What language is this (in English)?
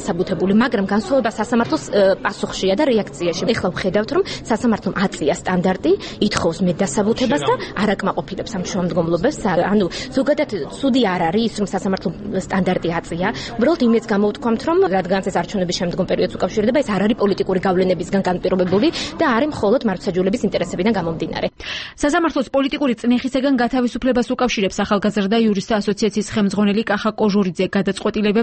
Georgian